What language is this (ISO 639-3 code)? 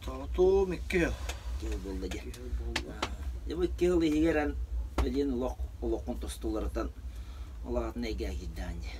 sah